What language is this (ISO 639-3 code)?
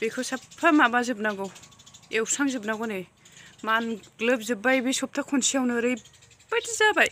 brx